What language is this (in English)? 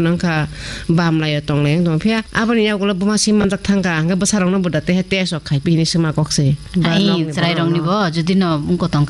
Kok Borok